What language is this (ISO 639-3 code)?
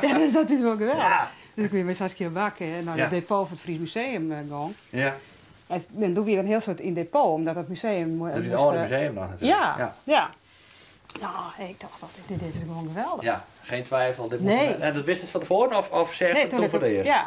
fry